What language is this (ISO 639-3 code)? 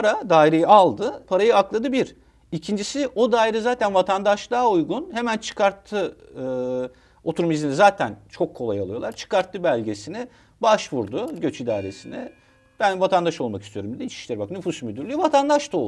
tur